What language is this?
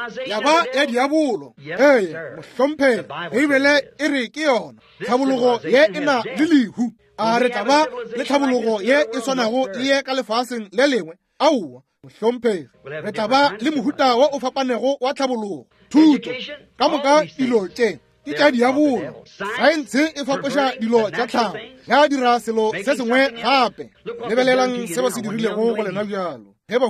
Northern Sotho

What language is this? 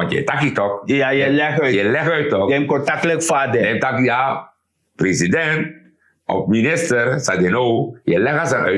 Sranan Tongo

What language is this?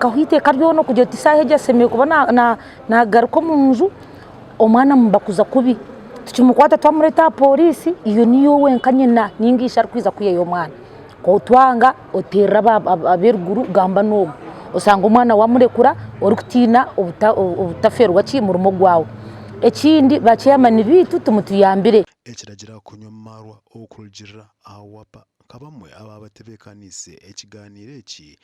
Nyankole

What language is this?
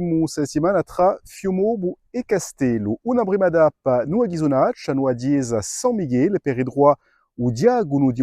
Corsican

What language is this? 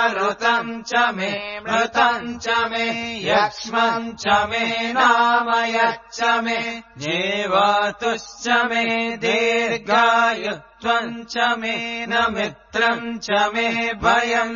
Sanskrit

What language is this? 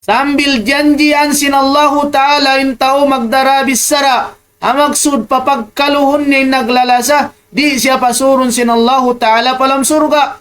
Tausug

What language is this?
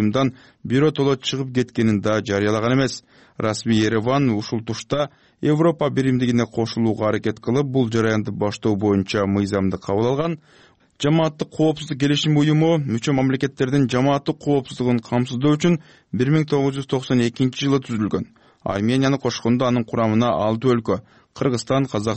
Kyrgyz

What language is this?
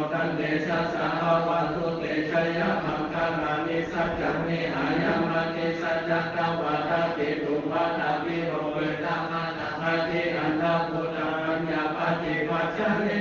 Pali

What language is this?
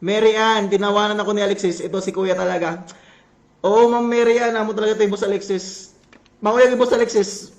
Waray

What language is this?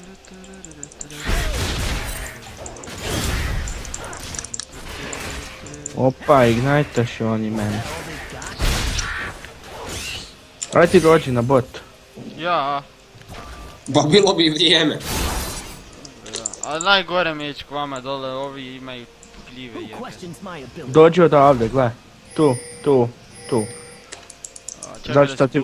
Croatian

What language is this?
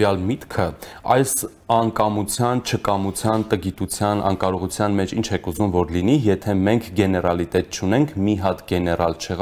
Armenian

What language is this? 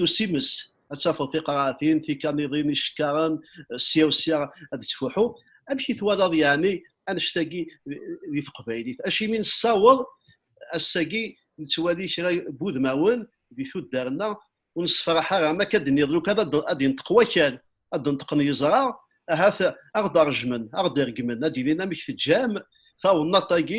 Kabyle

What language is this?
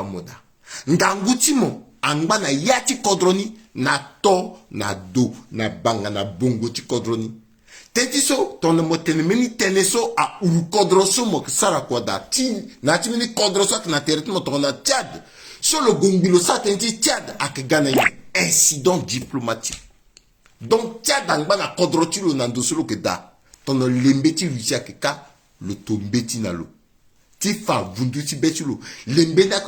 Sango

